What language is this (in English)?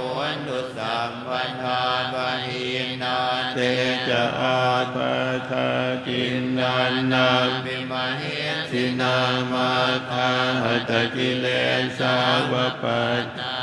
Pali